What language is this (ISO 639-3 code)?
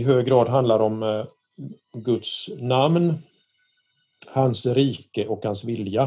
swe